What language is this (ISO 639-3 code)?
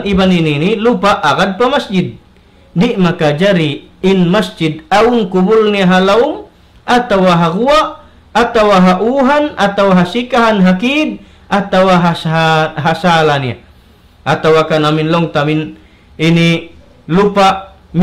tsg